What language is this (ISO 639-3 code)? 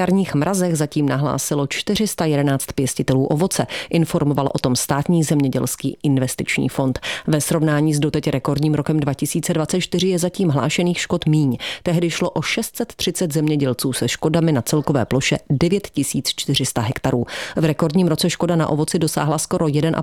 ces